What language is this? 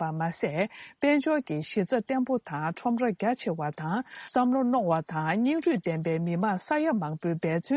Tibetan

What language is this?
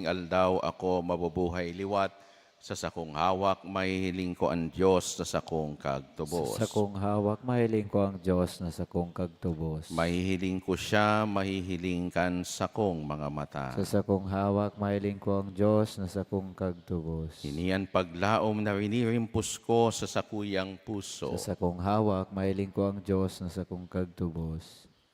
Bikol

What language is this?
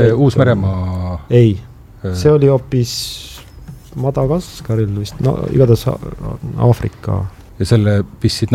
Estonian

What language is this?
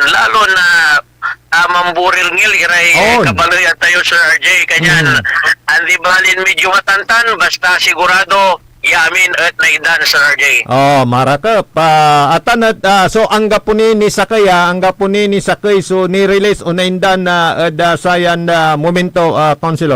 Pangasinan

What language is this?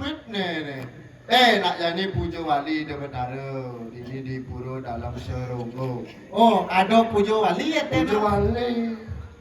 Balinese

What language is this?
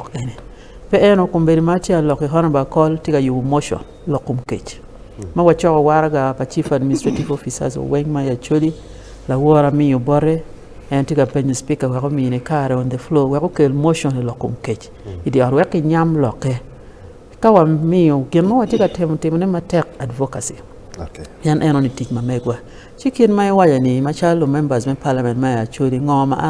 Acoli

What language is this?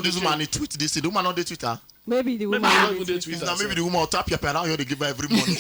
Nigerian Pidgin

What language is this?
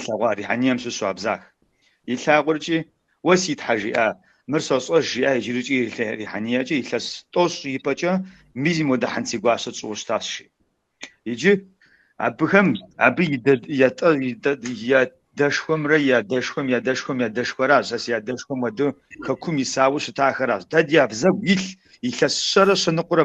Kabardian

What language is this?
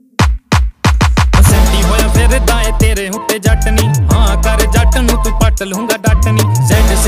Punjabi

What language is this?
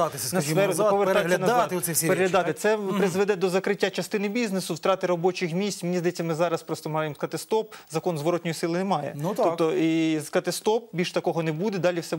Ukrainian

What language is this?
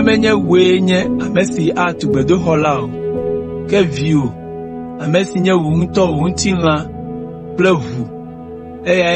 Ewe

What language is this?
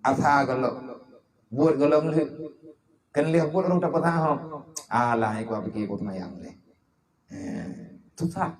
Achinese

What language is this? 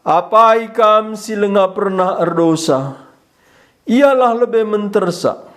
Batak Karo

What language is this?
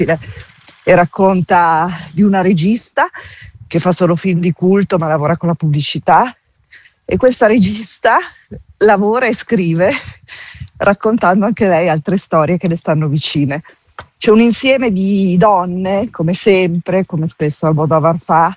Italian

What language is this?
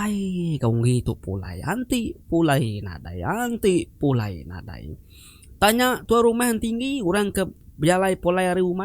Iban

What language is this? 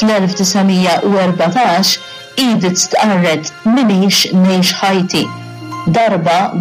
Maltese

